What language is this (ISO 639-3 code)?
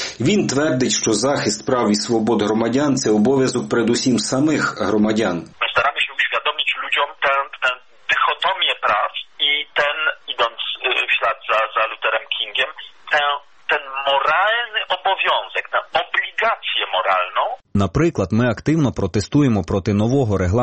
ukr